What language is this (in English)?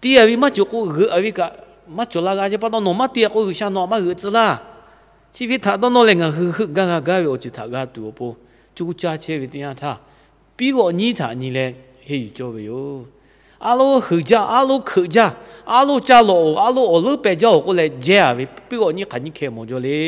Lahu